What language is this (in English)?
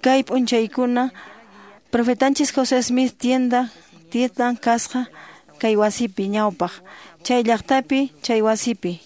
Quechua